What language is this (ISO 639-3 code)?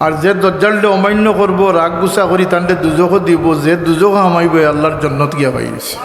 syl